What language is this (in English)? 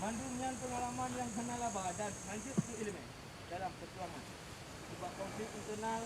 Achinese